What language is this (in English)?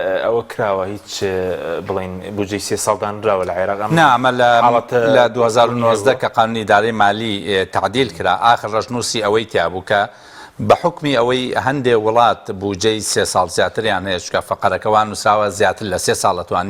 Central Kurdish